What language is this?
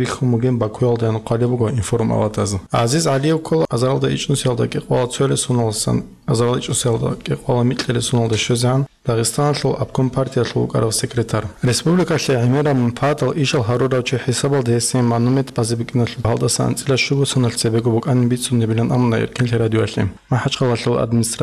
Avaric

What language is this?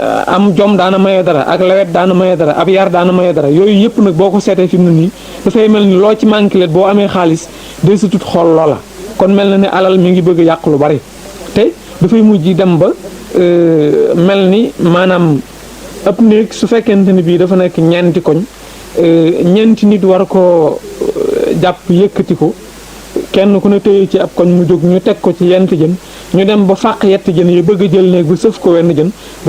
Wolof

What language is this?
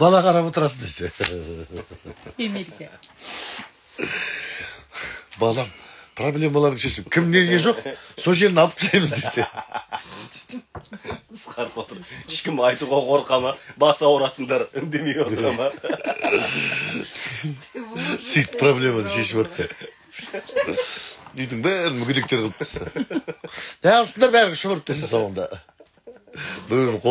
Kazakh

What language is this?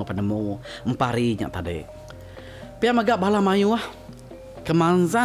Iban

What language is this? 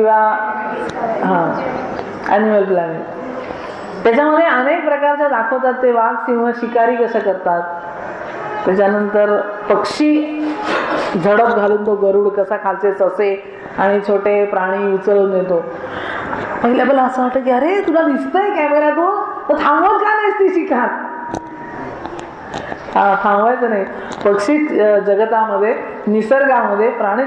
Marathi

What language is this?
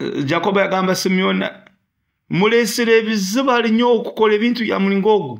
Nyoro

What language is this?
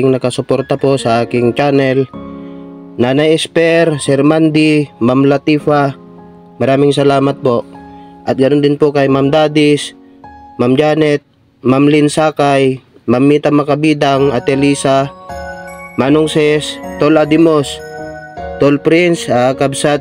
Filipino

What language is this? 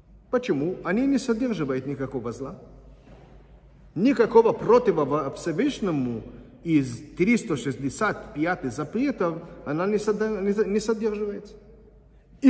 Russian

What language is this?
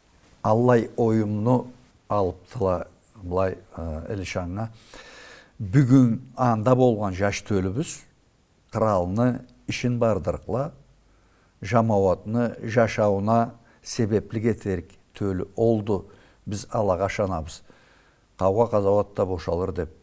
Karachay-Balkar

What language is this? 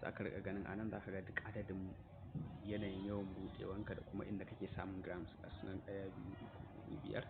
Hausa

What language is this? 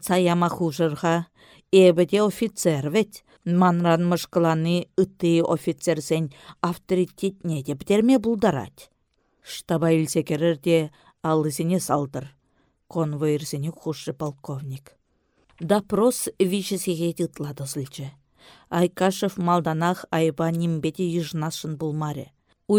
Chuvash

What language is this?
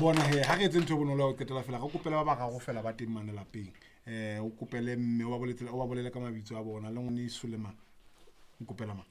Southern Sotho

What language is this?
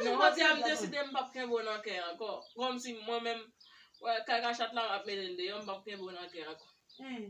Haitian Creole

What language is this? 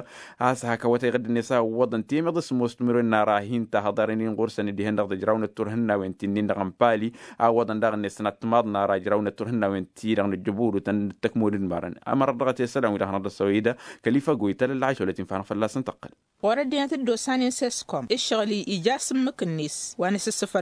Tamasheq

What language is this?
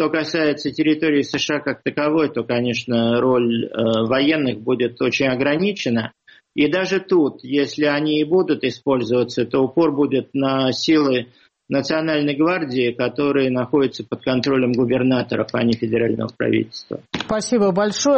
Russian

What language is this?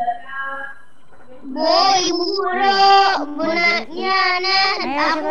Indonesian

